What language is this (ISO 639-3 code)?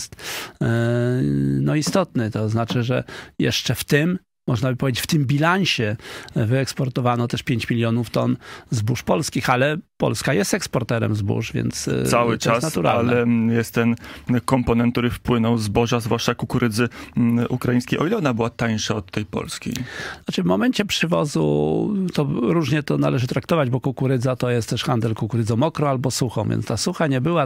pol